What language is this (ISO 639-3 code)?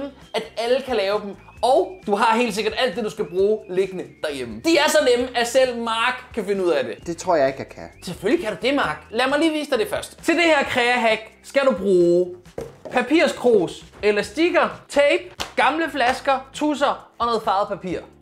dan